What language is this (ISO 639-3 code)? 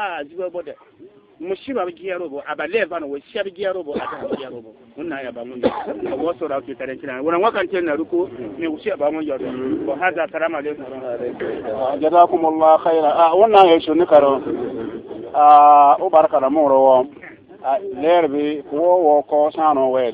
bib